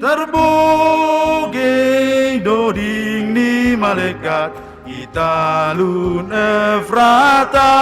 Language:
Batak Simalungun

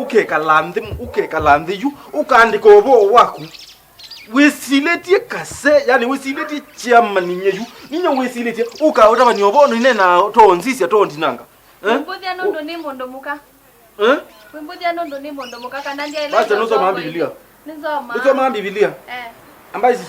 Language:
Kamba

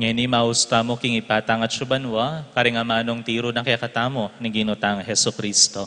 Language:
Pampanga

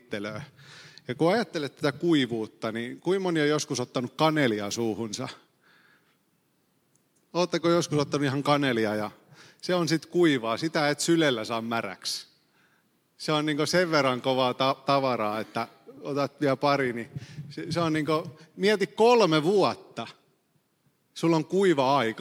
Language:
Finnish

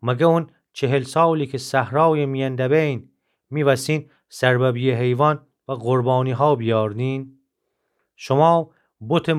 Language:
Gilaki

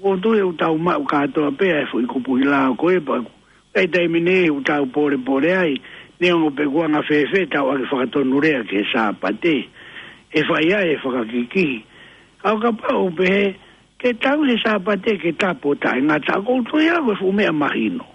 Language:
Tongan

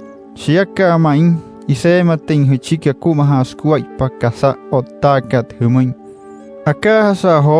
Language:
Wayuu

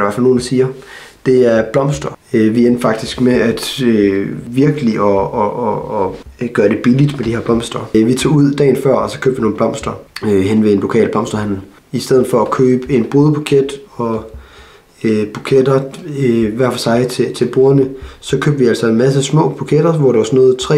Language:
Danish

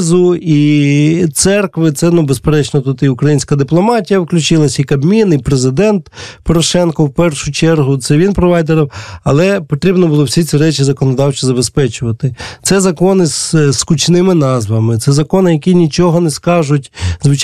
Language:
Ukrainian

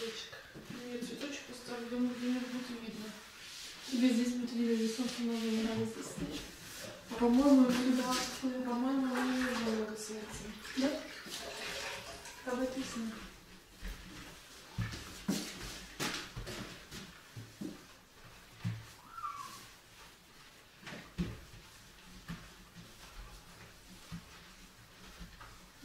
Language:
Russian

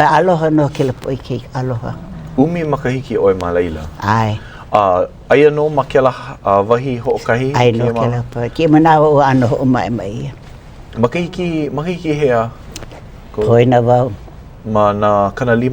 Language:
Hawaiian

